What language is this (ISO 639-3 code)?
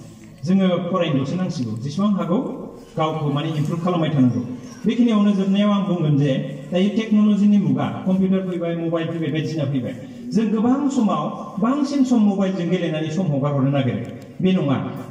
brx